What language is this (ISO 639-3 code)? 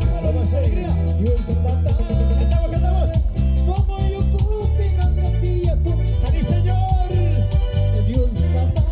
quh